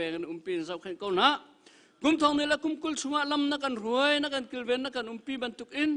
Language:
Hakha Chin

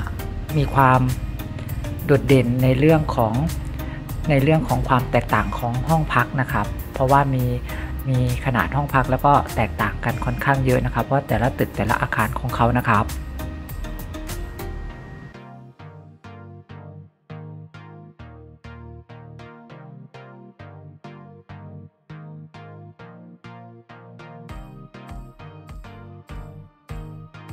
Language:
Thai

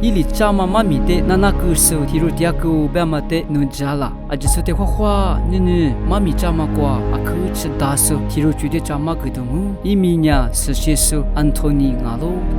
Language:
Lisu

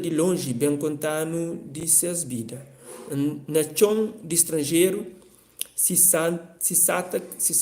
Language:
Kabuverdianu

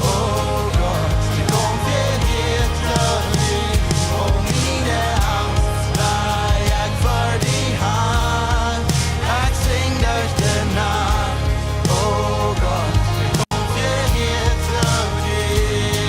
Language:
Plautdietsch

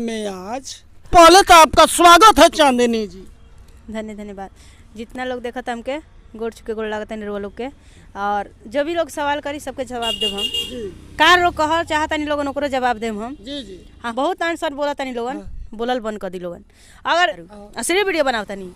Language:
Bhojpuri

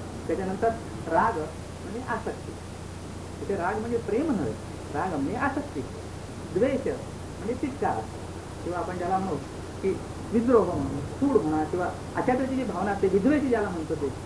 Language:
Marathi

